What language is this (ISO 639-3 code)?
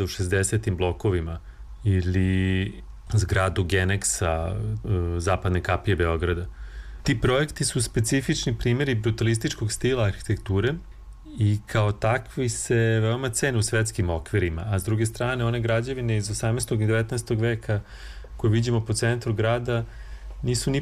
srp